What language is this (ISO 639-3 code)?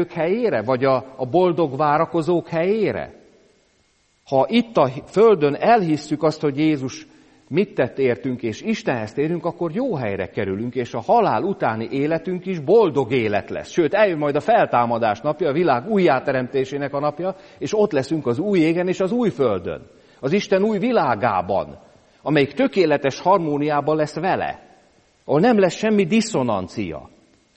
hun